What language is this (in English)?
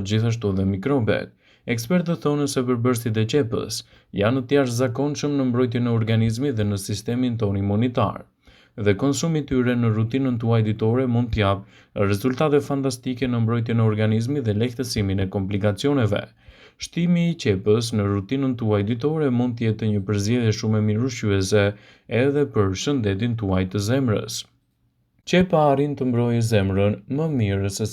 Albanian